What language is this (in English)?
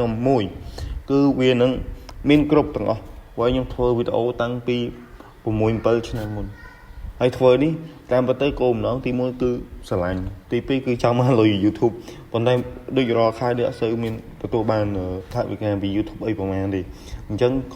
Khmer